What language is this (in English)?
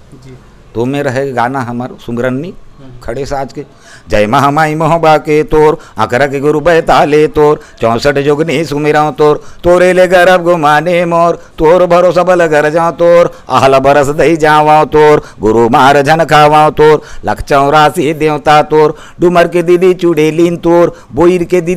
Chhattisgarhi